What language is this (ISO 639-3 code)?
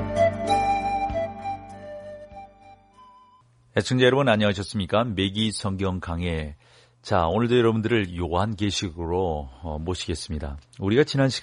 kor